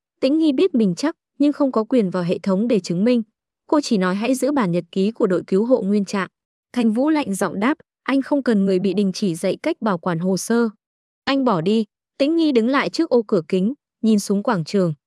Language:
Vietnamese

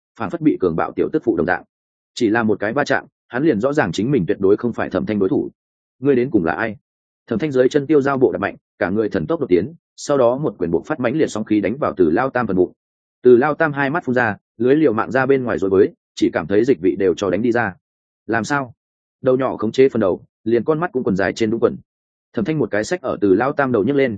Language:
Vietnamese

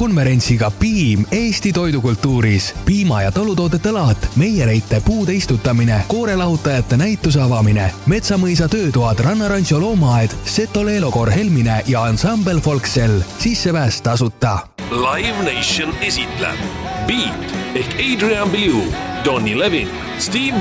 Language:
Estonian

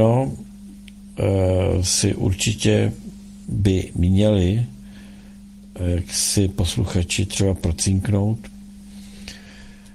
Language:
Czech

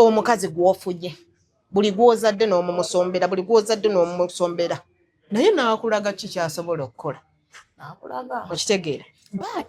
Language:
Ganda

